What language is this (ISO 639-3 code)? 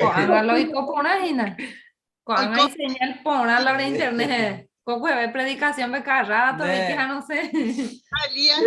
grn